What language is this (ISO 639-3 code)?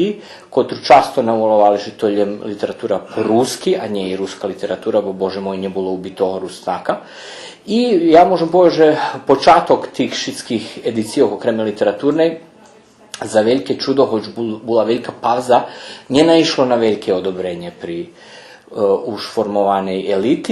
rue